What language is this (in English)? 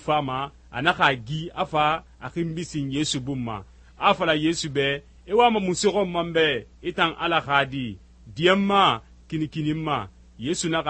Susu